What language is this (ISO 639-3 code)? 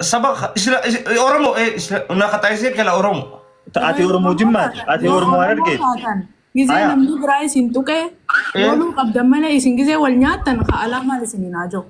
orm